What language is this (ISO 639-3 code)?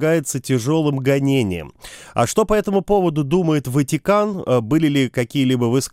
rus